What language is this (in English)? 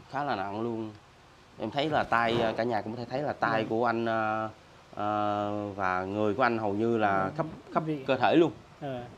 Vietnamese